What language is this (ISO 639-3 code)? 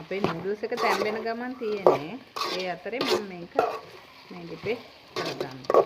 sin